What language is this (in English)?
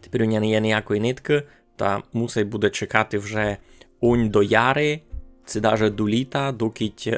Rusyn